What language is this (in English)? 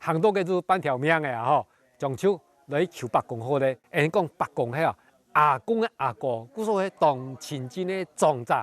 Hakka Chinese